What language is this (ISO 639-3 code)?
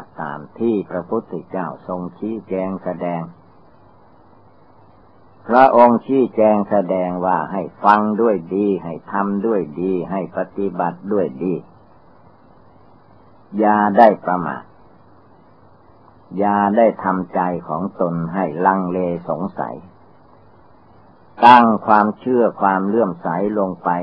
tha